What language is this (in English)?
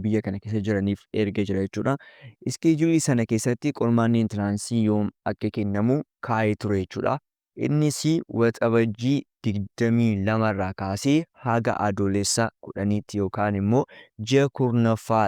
Oromo